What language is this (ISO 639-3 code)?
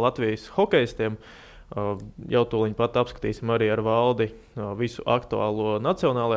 lav